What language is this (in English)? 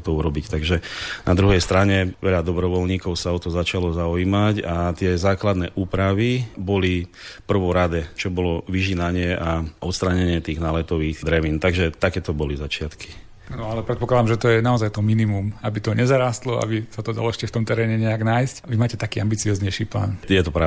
Slovak